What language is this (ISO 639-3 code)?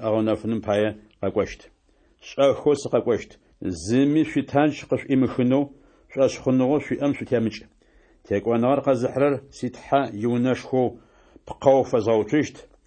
ady